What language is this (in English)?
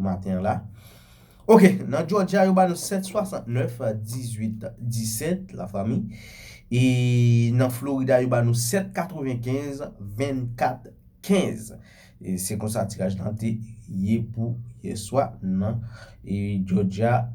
Haitian Creole